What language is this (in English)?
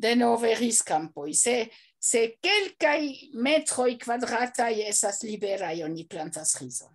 Esperanto